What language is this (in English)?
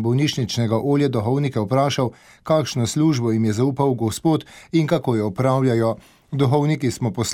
Slovenian